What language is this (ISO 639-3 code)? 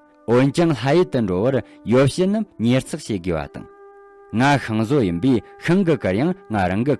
bod